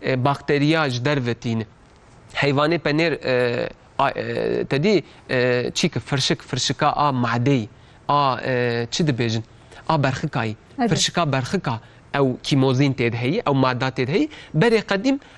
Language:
Kurdish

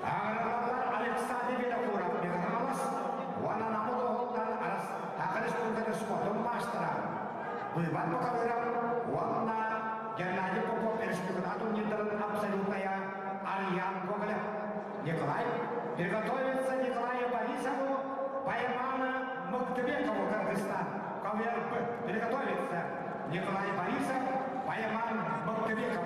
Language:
Yakut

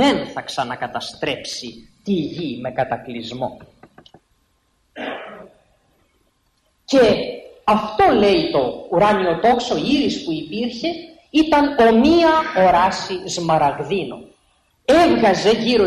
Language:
Greek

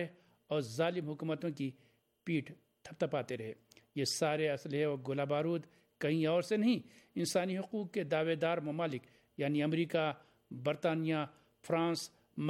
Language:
Urdu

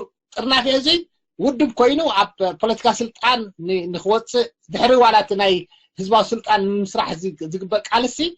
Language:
Tigrinya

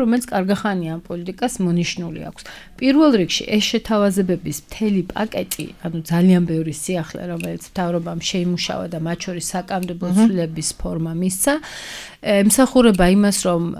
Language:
Georgian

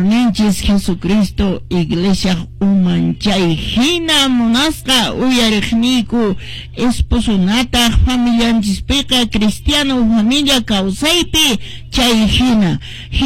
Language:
Quechua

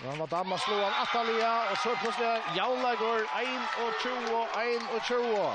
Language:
Faroese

